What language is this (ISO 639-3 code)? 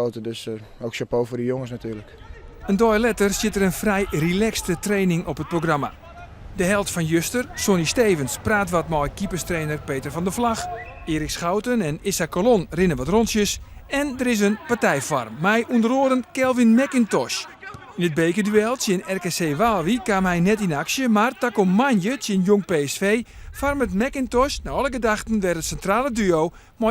fry